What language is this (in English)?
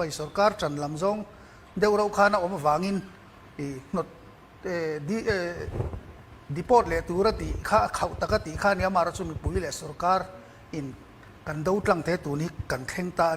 Hakha Chin